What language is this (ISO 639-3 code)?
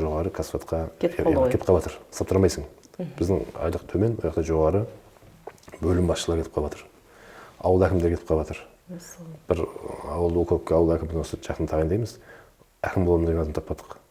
kaz